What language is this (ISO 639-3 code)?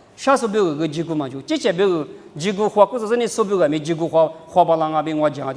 lis